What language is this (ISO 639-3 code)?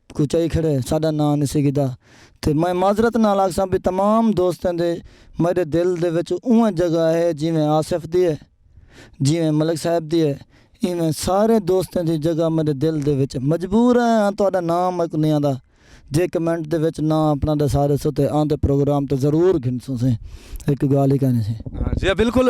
skr